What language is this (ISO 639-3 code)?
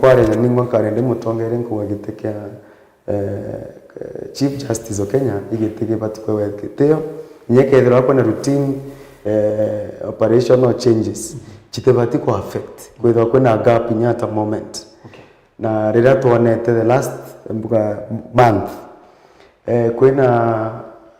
mer